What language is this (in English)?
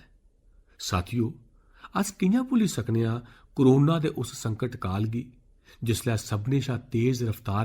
Dogri